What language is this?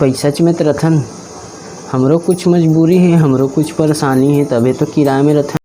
Chhattisgarhi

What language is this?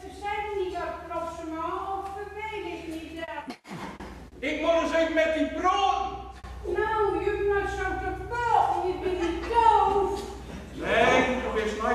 Gronings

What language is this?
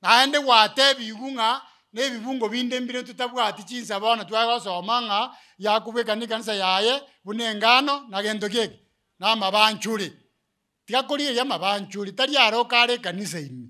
Gusii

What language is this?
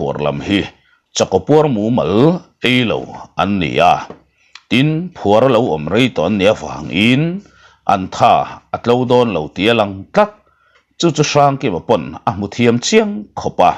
Mizo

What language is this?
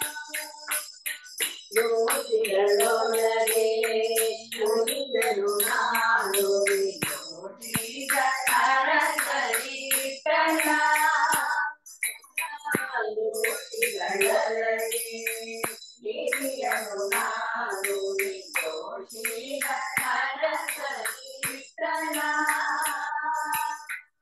Kannada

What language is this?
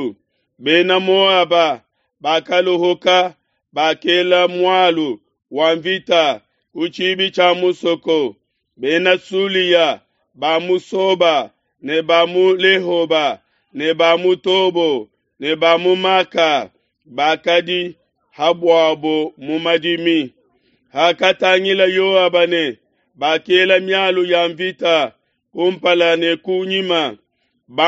Luba-Lulua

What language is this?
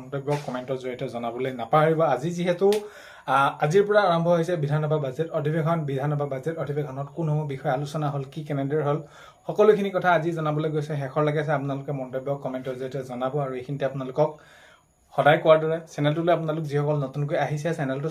Assamese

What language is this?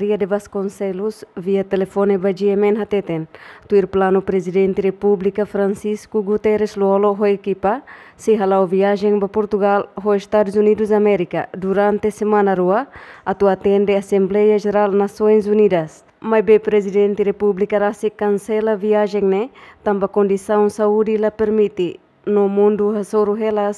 Tetum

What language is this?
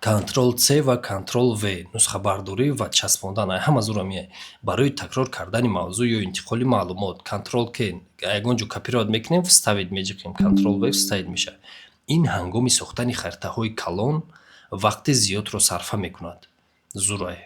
Tajik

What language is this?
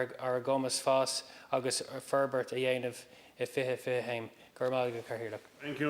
Irish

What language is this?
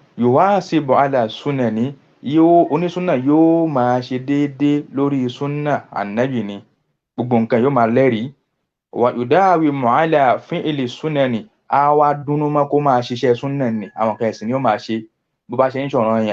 Yoruba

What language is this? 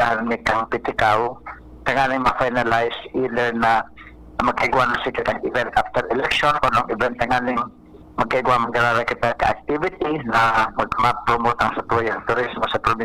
Bikol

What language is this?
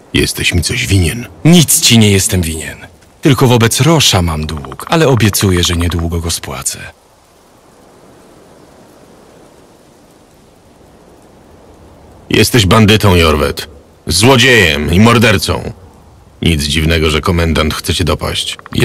Polish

